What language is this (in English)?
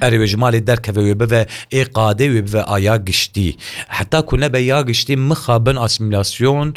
Kurdish